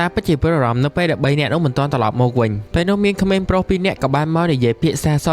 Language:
Khmer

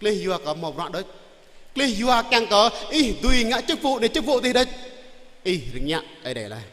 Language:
Jarai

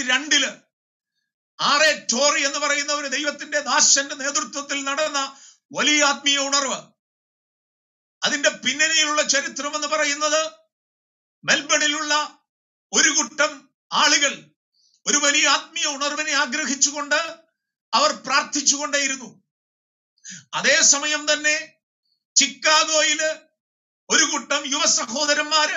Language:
Malayalam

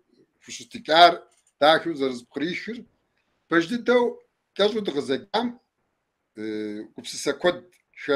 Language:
Kabardian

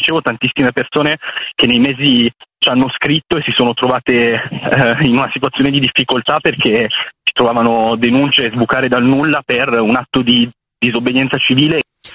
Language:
Italian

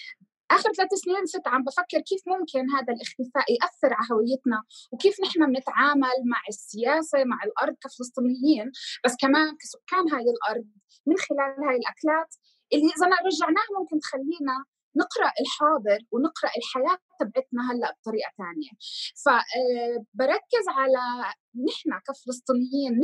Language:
North Levantine Arabic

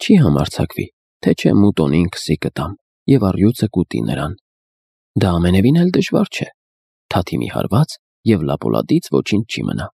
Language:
Armenian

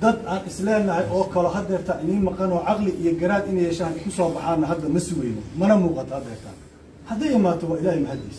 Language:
Somali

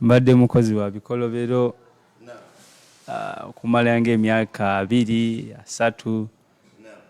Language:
Ganda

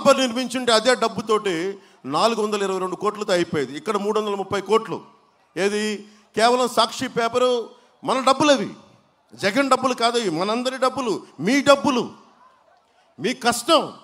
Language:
Telugu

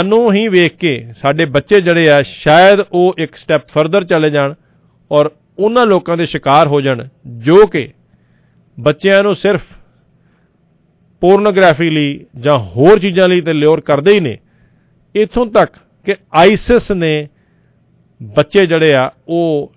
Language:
Punjabi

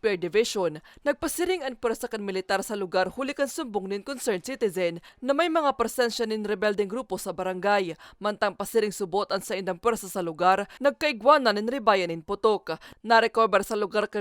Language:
Bikol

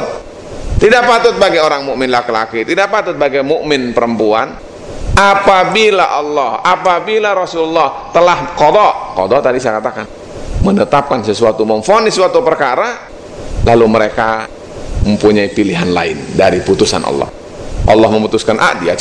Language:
Indonesian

